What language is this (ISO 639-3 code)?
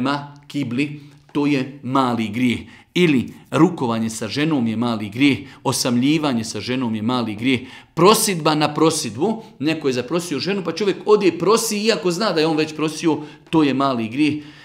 bos